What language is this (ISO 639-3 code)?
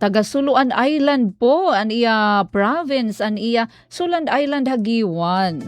war